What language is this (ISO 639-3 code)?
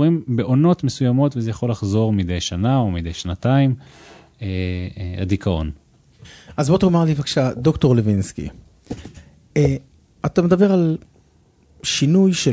heb